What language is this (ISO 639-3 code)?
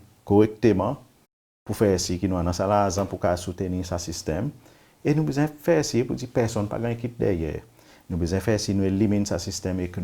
crs